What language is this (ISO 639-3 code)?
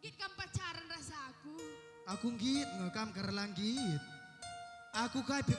btx